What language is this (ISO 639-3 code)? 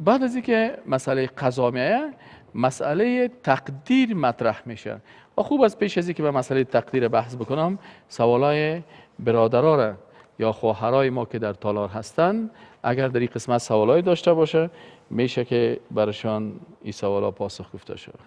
fas